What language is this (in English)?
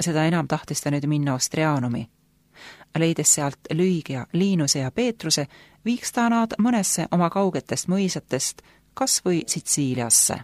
Estonian